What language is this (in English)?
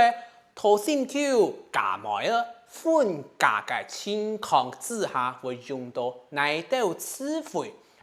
Hakka Chinese